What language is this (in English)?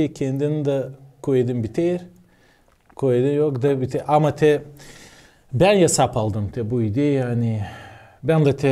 Gagauz